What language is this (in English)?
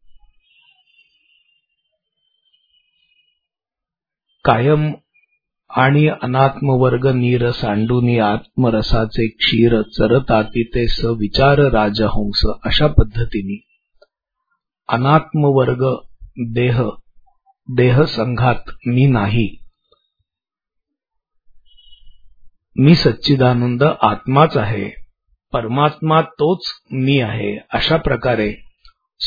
Marathi